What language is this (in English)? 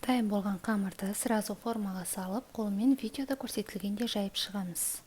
Kazakh